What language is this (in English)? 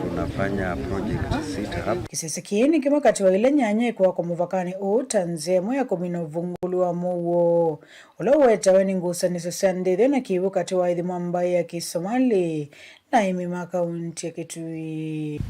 Kamba